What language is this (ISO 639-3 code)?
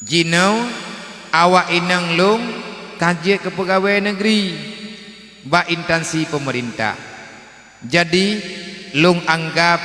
ace